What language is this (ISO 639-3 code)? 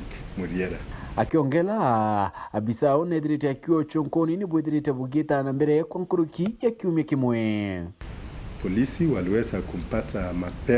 mer